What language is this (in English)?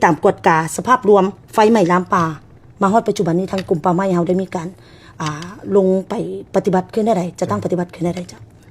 Lao